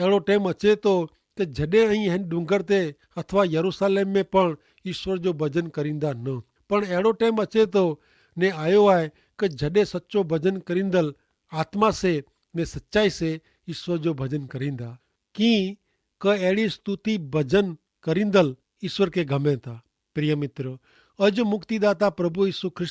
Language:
Kachhi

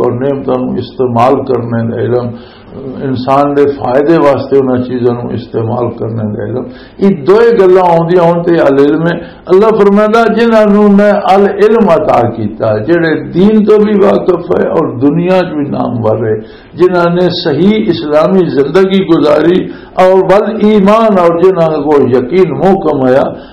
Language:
Western Panjabi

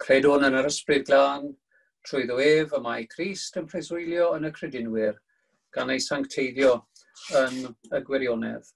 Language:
Welsh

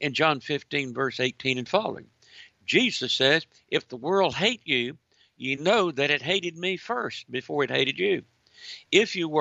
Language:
English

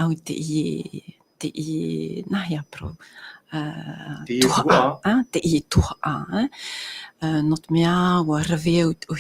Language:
Tahitian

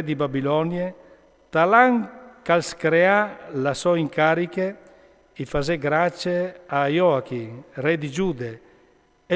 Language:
Friulian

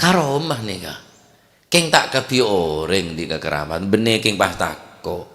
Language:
Madurese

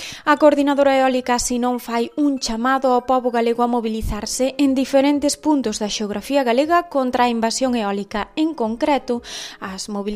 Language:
Galician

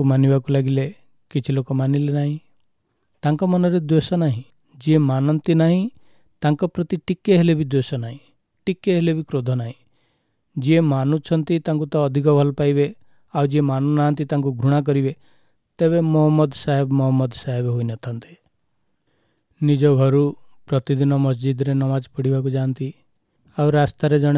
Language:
Odia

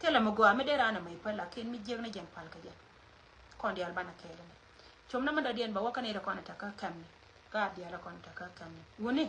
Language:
Nuer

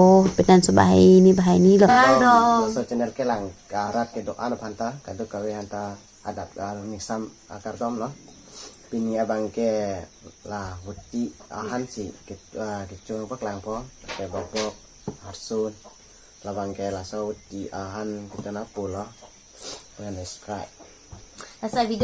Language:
Karbi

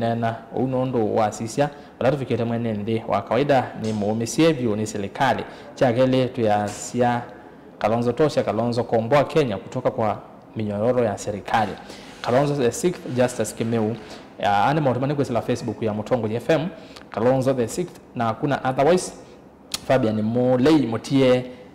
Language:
Kamba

